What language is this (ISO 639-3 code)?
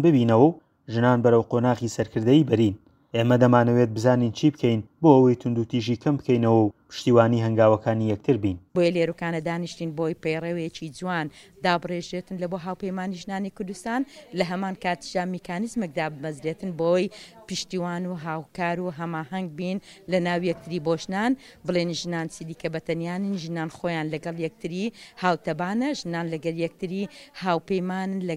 ckb